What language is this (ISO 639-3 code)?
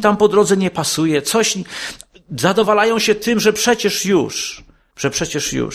pol